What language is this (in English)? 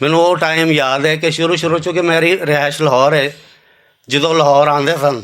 Western Panjabi